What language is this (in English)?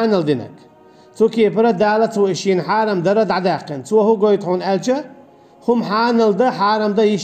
Chechen